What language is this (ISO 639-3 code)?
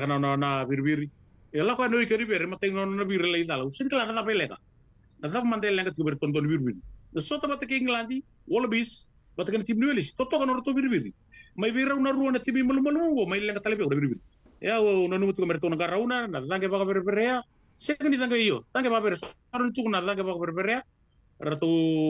fij